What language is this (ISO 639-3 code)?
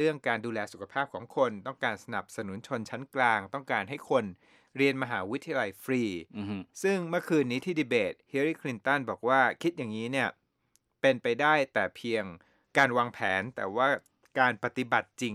tha